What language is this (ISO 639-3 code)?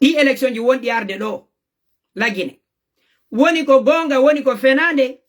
ful